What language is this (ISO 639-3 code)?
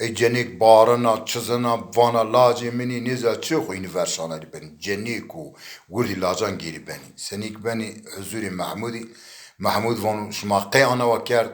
zza